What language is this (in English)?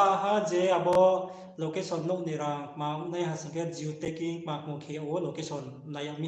Riang (India)